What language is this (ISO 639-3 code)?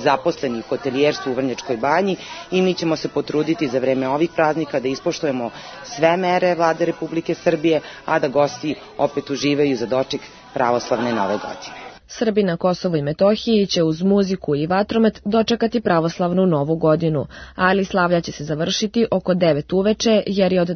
srp